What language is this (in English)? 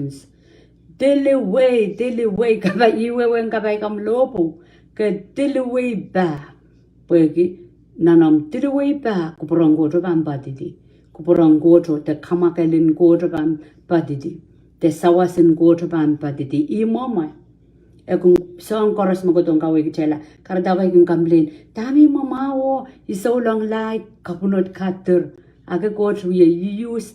Pohnpeian